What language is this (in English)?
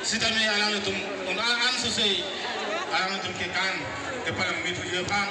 Karbi